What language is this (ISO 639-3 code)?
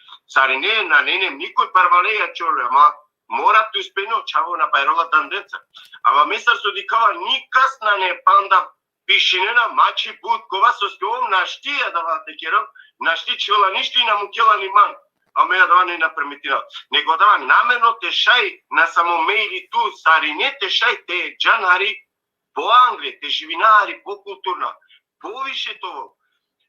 rmn